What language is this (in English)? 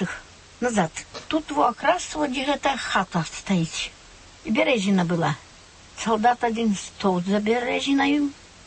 Belarusian